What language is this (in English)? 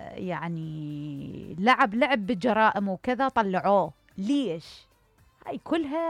Mesopotamian Arabic